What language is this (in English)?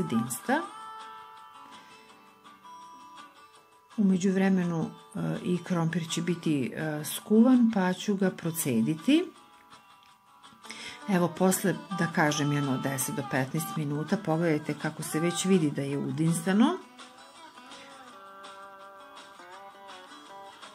Serbian